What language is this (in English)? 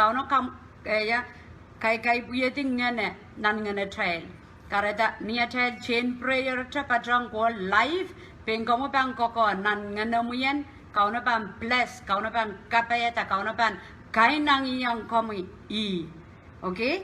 Pohnpeian